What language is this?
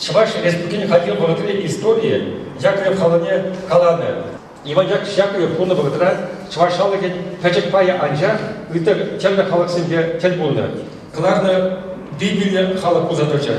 Chuvash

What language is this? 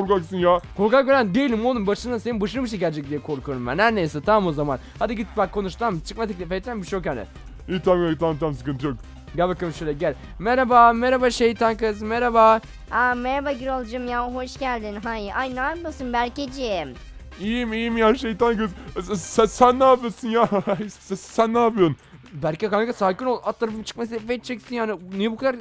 Turkish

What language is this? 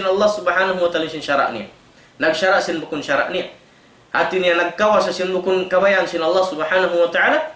Tausug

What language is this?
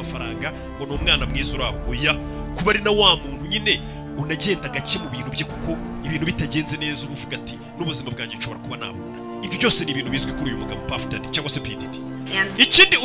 Kinyarwanda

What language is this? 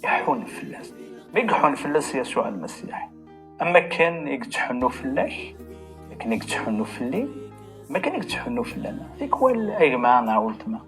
Kabyle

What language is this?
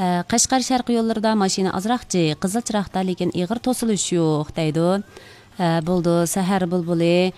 Uyghur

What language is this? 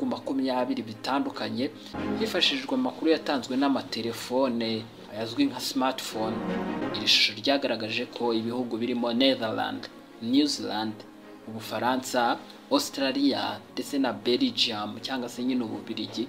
Kinyarwanda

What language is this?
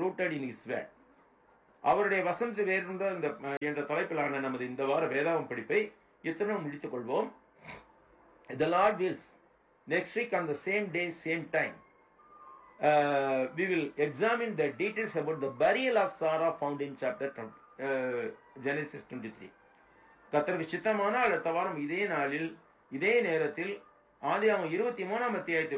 Tamil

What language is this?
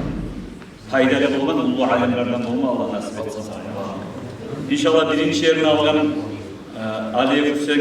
Kumyk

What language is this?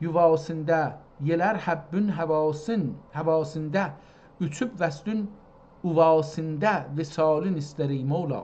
South Azerbaijani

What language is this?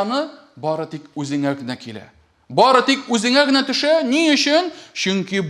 Tatar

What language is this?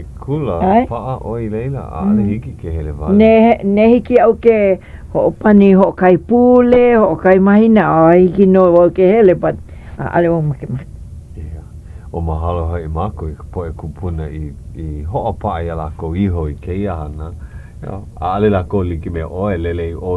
Hawaiian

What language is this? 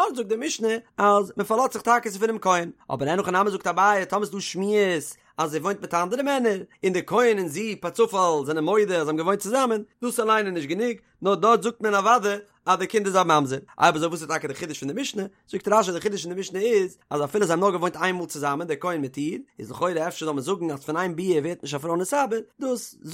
Yiddish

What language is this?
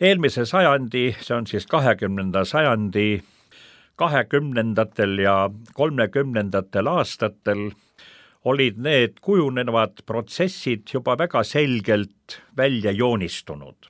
Estonian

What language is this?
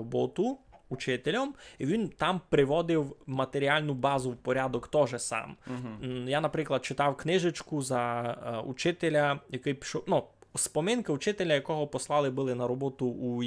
Rusyn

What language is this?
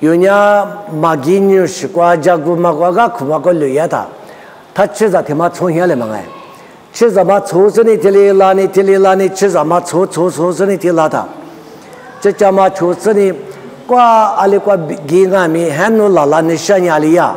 Lisu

